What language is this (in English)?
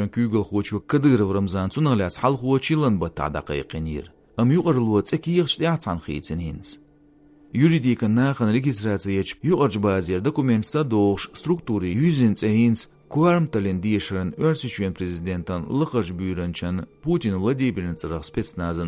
Chechen